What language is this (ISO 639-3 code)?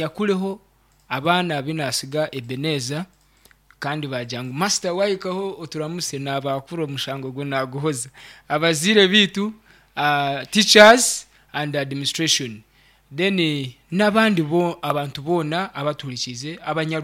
nyn